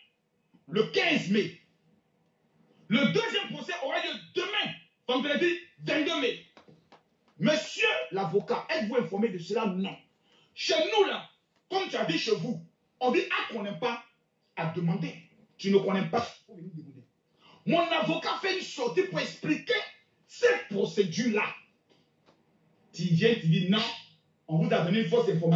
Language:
French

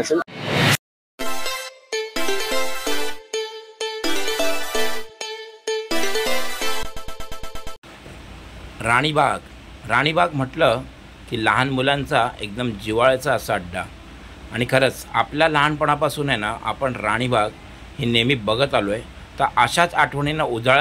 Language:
Marathi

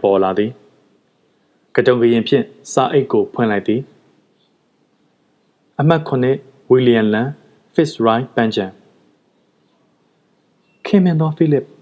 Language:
Burmese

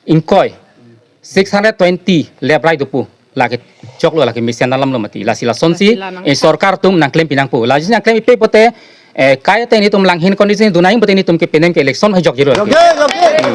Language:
Karbi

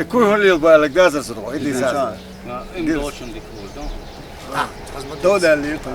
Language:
Chechen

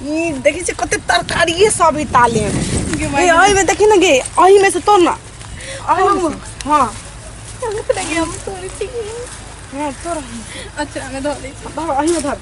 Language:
Maithili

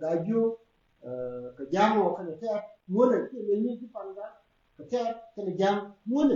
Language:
Nuer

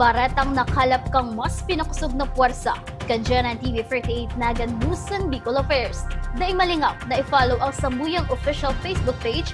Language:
Bikol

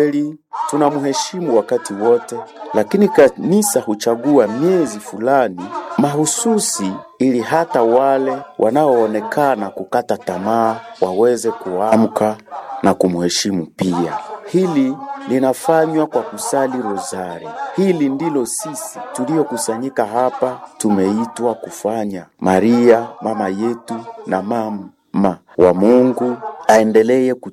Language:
Swahili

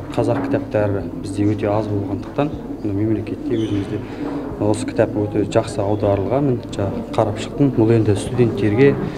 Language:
Kazakh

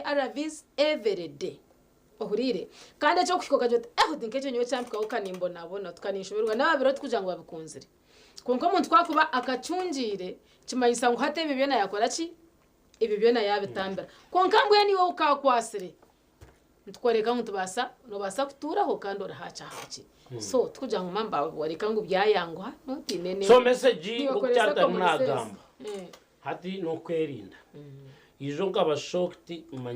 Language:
Nyankole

